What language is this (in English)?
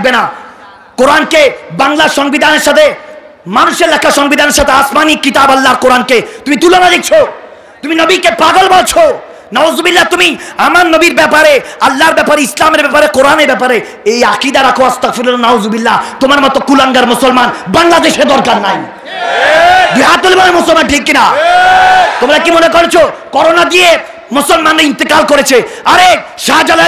Bangla